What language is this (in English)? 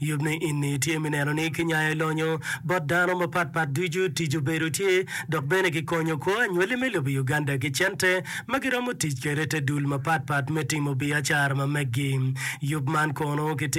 Acoli